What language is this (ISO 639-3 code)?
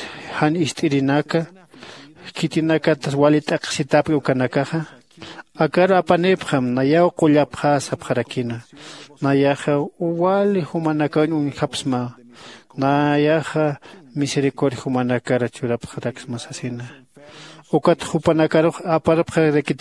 aym